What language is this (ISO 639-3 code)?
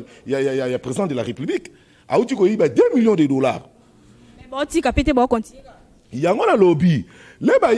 lin